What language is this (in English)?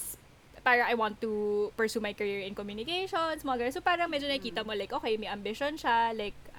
Filipino